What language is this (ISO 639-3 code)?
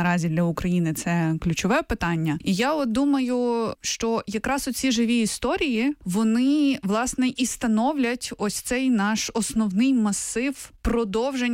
ukr